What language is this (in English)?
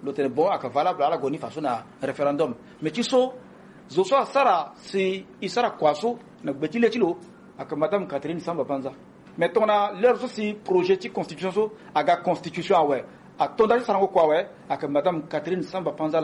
Sango